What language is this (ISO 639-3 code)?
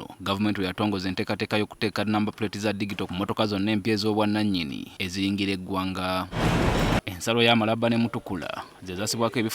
lug